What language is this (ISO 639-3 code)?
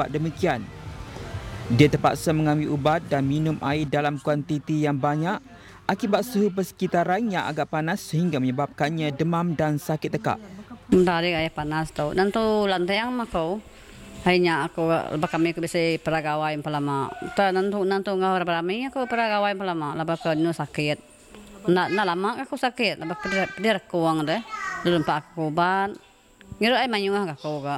msa